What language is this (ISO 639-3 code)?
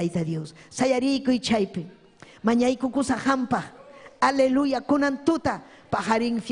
quy